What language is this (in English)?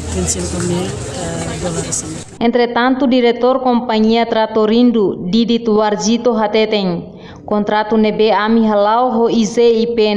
Tetum